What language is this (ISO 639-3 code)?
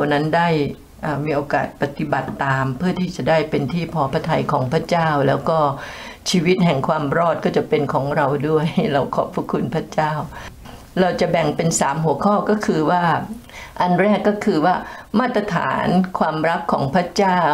tha